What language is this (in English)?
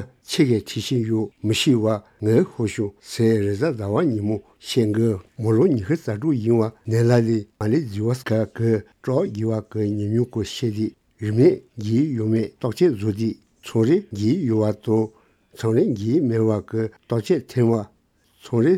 Tibetan